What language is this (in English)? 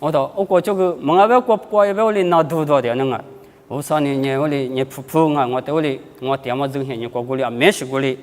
Lisu